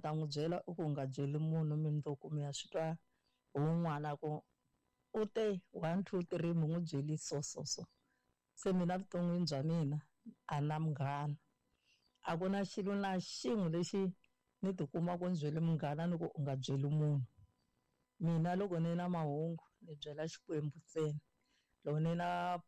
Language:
Tsonga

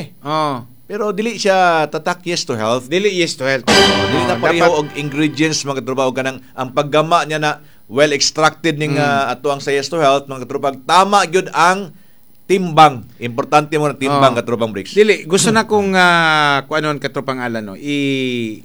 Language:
Cebuano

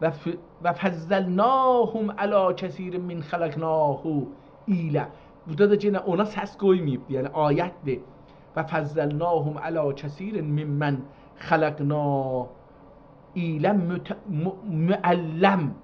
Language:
South Azerbaijani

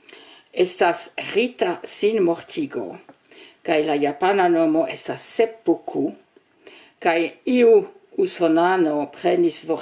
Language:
Esperanto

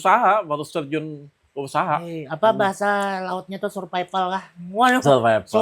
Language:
Banjar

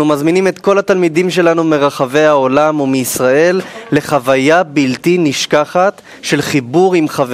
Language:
Hebrew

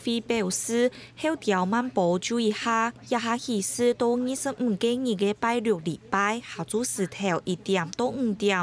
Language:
Hakka Chinese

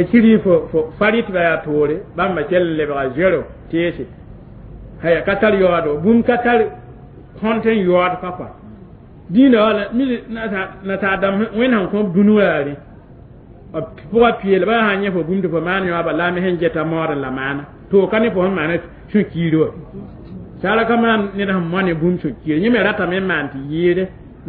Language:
Mossi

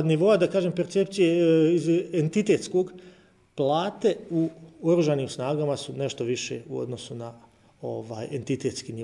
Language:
Bosnian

